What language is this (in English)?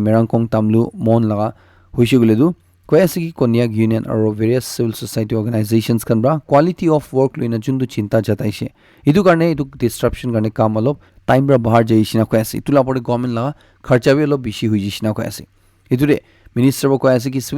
Naga Pidgin